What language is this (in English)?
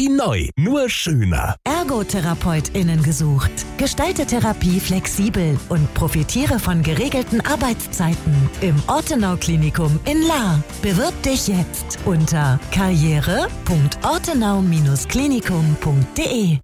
German